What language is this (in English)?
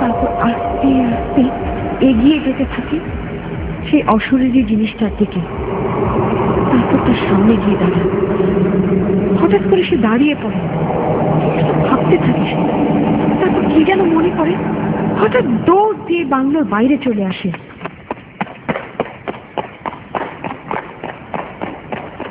Bangla